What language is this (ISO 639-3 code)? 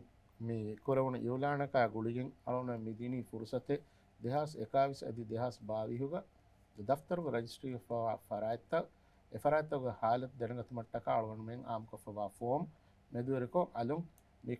div